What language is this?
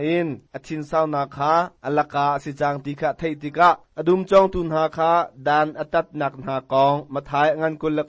Hakha Chin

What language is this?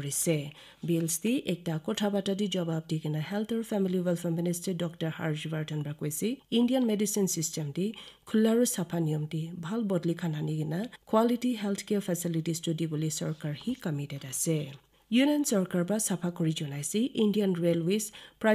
Naga Pidgin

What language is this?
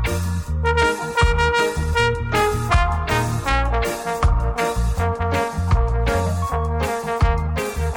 Basque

